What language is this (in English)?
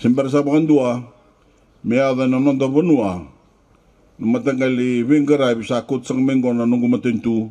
Fijian